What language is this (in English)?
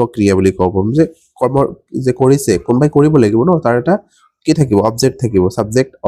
Assamese